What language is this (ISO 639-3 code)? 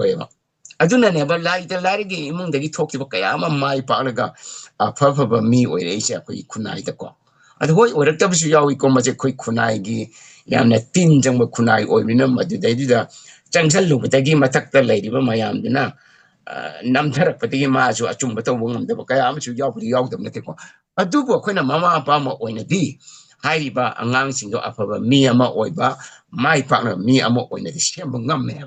mni